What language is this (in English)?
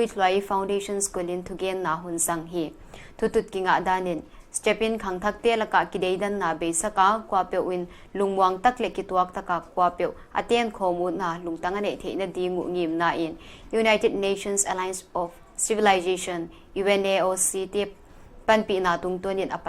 Paite Chin